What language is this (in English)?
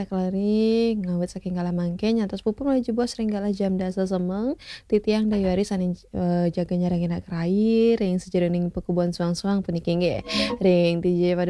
Balinese